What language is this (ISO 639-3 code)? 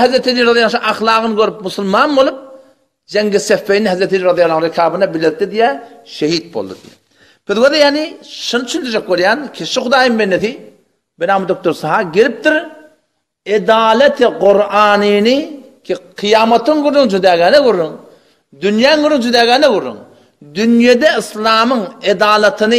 tuk